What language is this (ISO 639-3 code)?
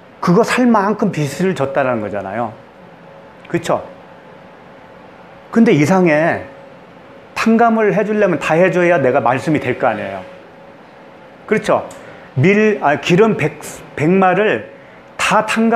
kor